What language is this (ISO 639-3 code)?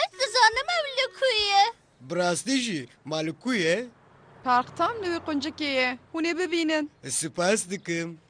kur